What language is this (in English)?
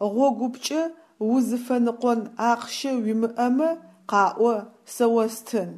Adyghe